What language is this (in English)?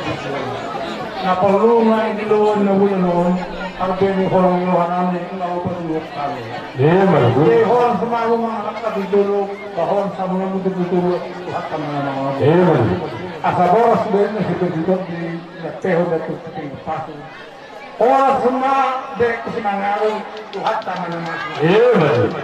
Batak Toba